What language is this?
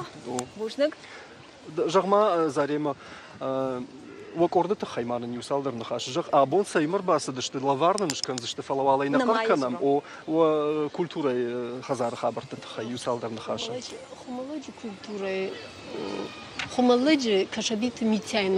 Ossetic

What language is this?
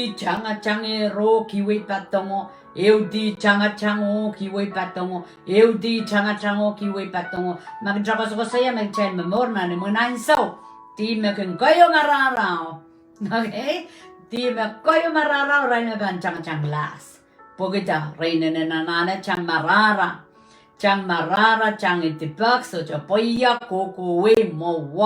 Pohnpeian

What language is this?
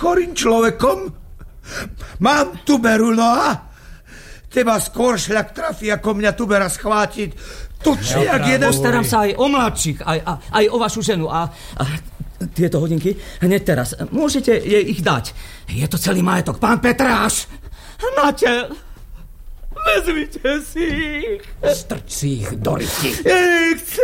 Slovak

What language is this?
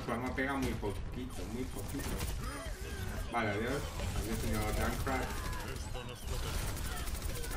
Spanish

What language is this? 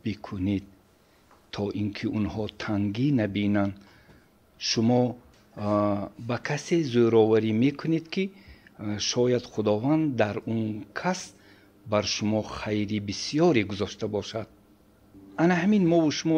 Tajik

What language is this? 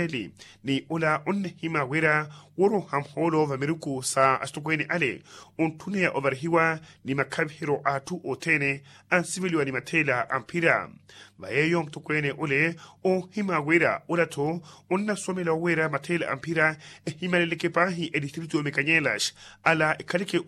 Makhuwa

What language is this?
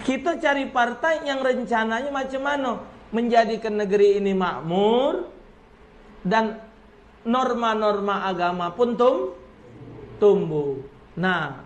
Musi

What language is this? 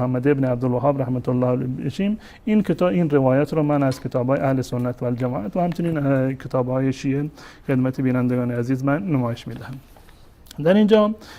Persian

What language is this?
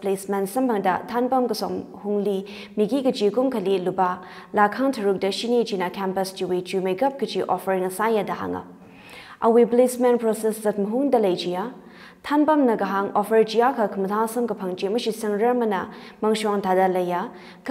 Tangkhul Naga (India)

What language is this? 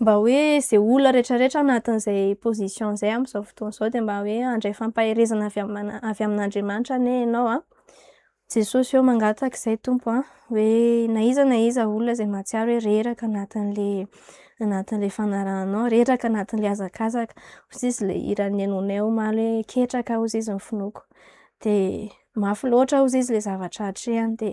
Malagasy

